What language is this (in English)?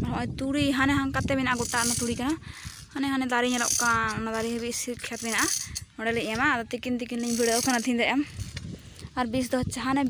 Santali